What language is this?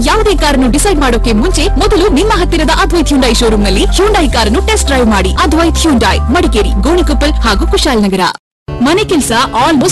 Kannada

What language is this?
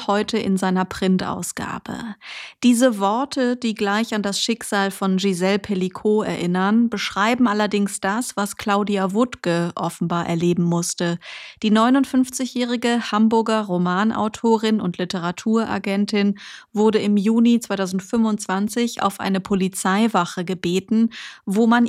German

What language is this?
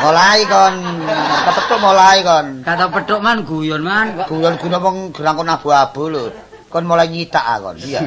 Javanese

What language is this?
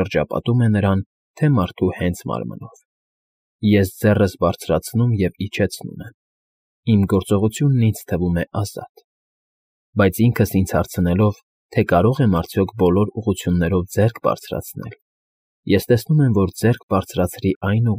Armenian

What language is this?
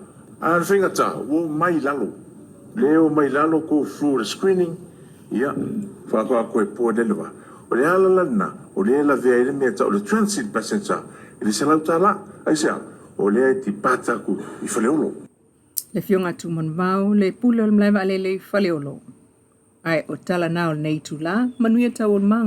Samoan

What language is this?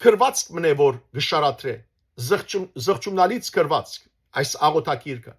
Western Armenian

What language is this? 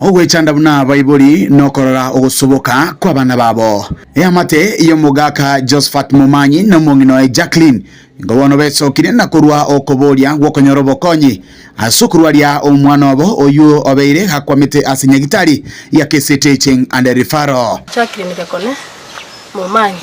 Gusii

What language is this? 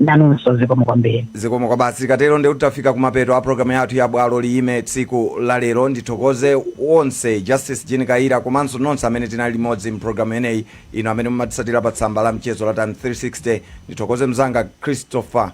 Nyanja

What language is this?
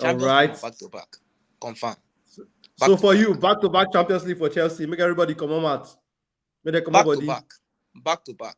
Nigerian Pidgin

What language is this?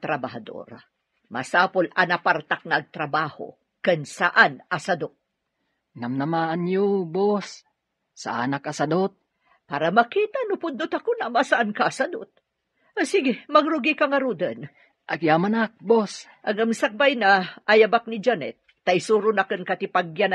Iloko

